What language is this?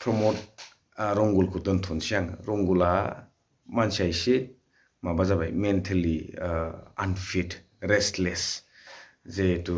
Bodo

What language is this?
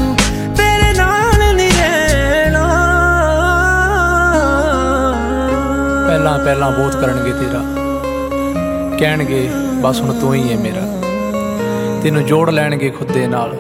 Punjabi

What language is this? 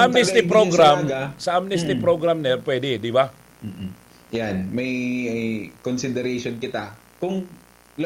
Bikol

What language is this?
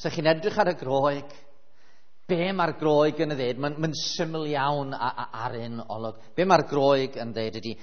Welsh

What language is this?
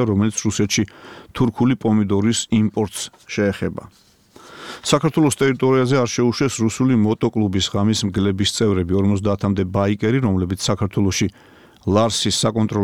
Georgian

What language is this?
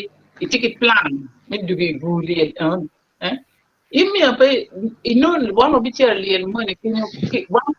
Acoli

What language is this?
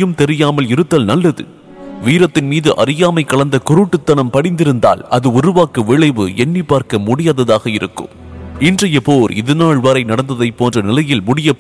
Tamil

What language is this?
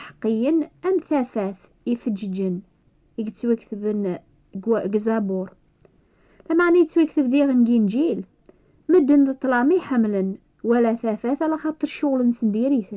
Kabyle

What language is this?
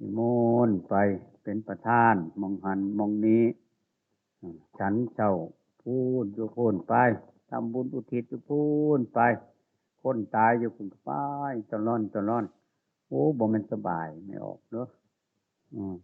Northeastern Thai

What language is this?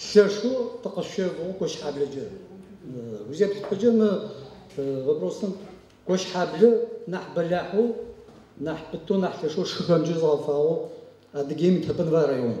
Adyghe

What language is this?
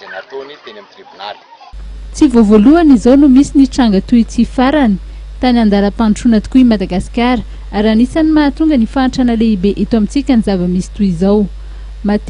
Malagasy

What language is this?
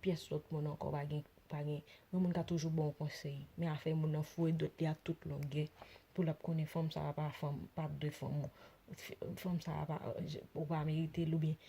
Haitian Creole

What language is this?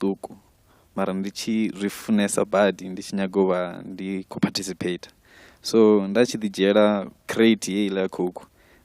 Venda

